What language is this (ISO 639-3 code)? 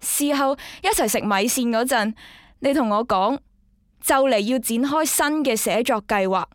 yue